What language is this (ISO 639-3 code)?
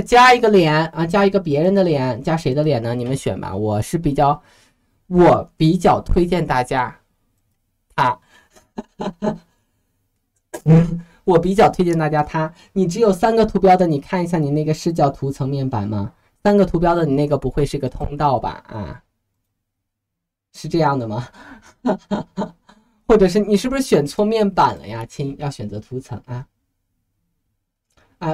zho